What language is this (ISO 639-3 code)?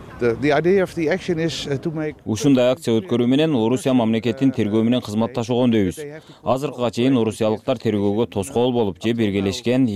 kir